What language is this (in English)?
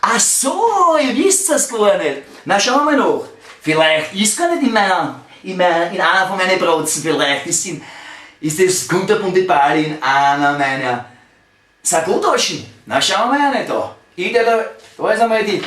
Bavarian